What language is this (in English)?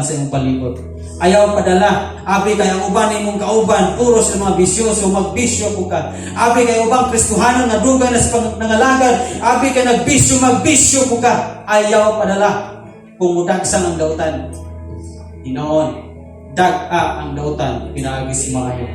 Cebuano